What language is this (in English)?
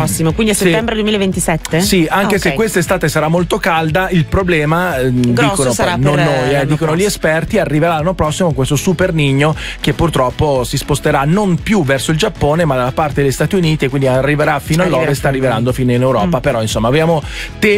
Italian